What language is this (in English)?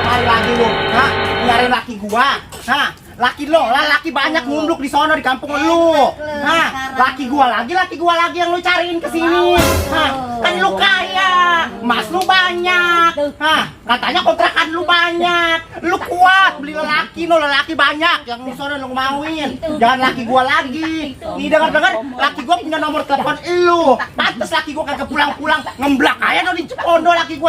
Betawi